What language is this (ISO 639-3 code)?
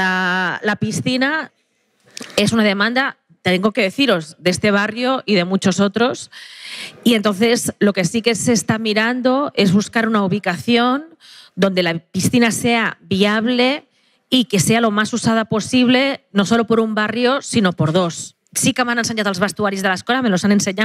cat